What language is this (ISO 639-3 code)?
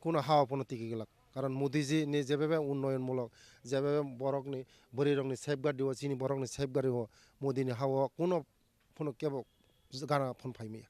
trp